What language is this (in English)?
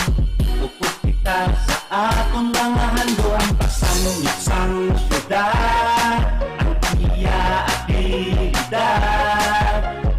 Hiligaynon